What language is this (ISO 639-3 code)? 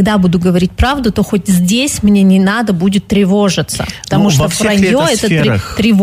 rus